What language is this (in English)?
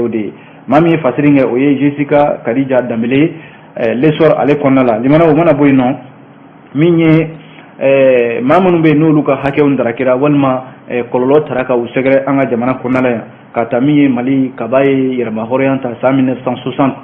Bambara